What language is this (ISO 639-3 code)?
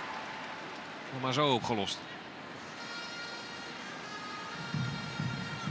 nld